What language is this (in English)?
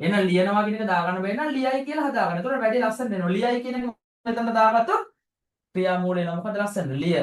Sinhala